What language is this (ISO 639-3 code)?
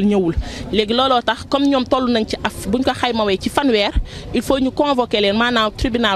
wol